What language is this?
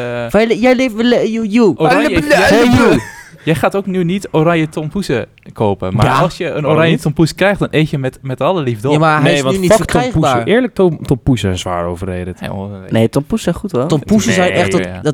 Dutch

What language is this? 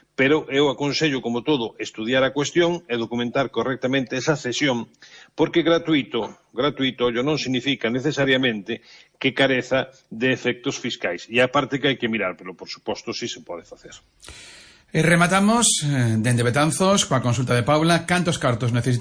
Galician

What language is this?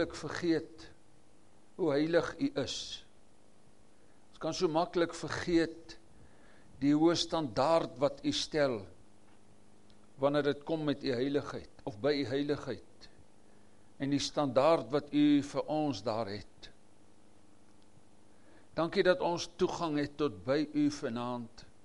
Afrikaans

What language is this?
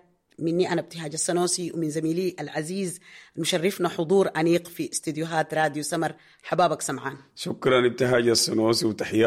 Sudanese Arabic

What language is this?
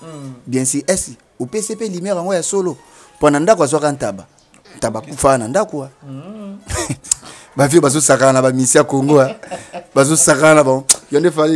Lingala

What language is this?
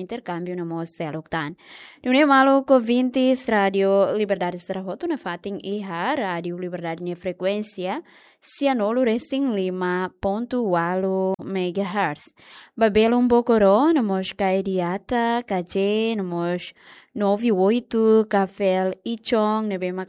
Tetum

